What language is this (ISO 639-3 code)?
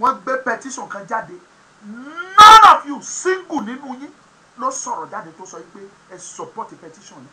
yor